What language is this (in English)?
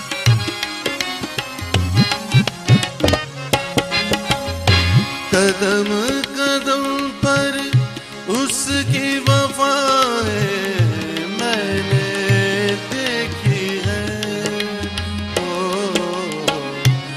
Urdu